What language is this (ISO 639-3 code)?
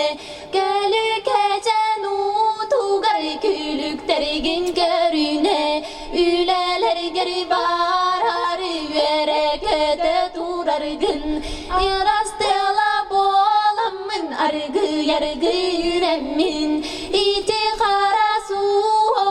sah